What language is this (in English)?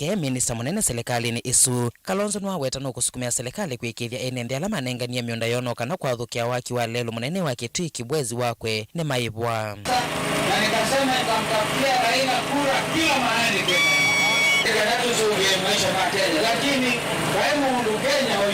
Kamba